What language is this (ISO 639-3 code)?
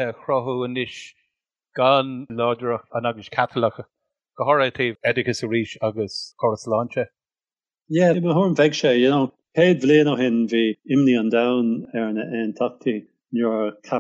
gle